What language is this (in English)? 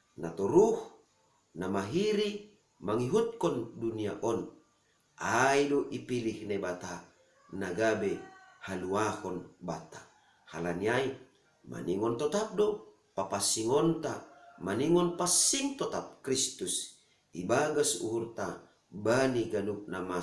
Batak Simalungun